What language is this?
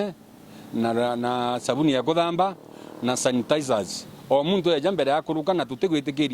Meru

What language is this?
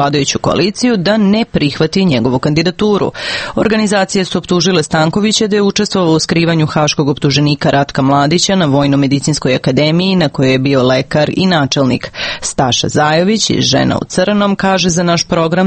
Serbian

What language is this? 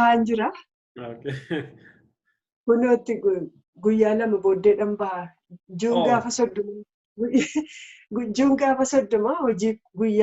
Oromo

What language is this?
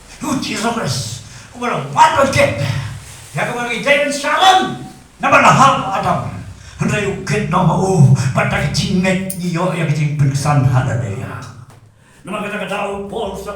Khasi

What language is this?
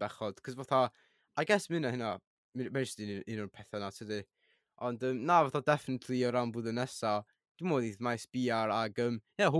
Welsh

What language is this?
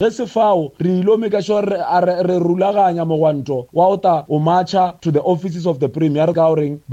Northern Sotho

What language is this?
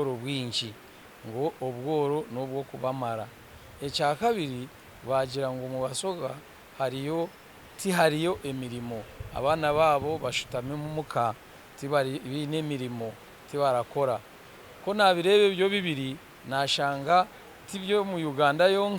Nyankole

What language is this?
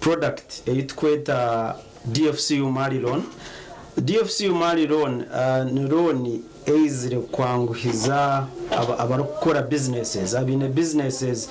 Nyankole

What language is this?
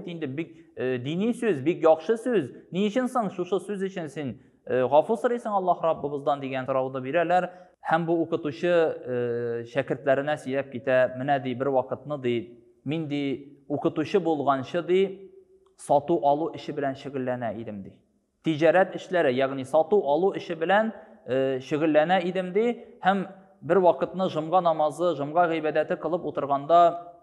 Tatar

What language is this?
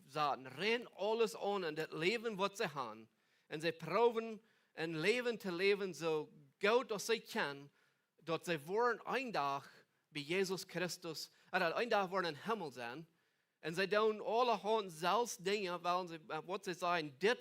Plautdietsch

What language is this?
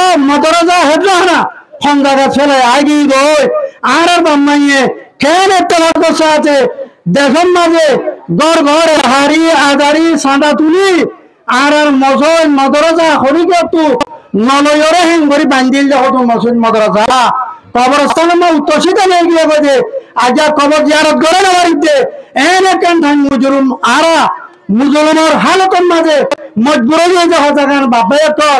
Rohingya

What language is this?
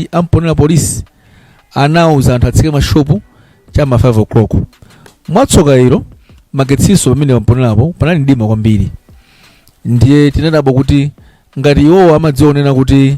Nyanja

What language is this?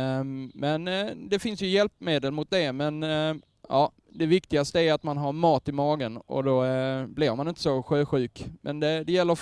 Swedish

